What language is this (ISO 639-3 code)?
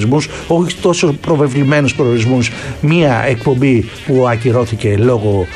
ell